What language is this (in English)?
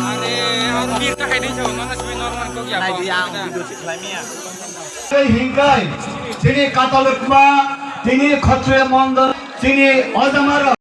Kok Borok